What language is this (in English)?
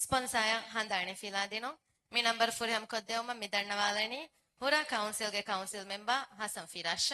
Divehi